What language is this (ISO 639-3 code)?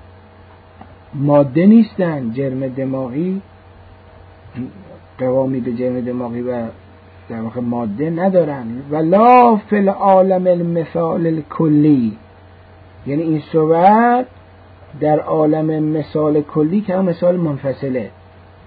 fas